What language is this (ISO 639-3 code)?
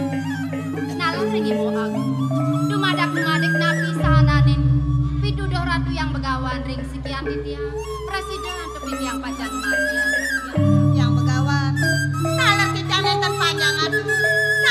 ban